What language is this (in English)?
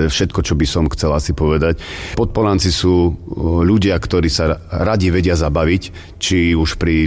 Slovak